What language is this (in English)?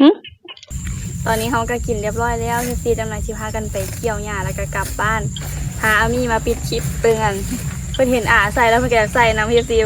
Lao